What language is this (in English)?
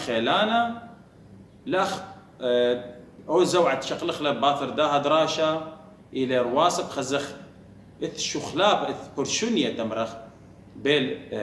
Assyrian Neo-Aramaic